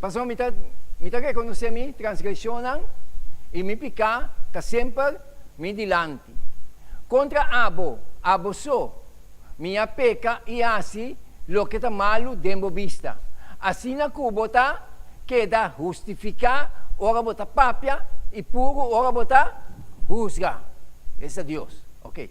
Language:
Papiamento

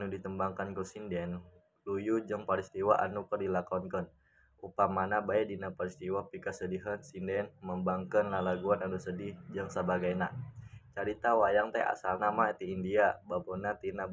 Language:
Sundanese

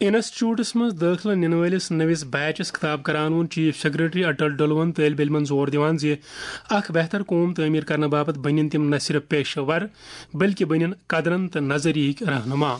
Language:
Kashmiri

